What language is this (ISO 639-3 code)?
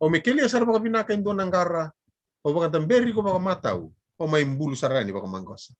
fij